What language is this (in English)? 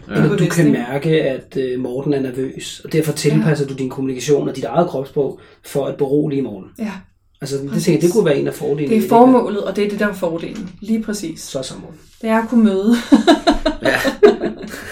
Danish